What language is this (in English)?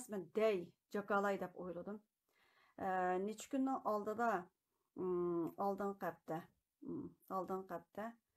Uyghur